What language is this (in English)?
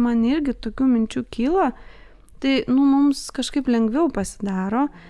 Lithuanian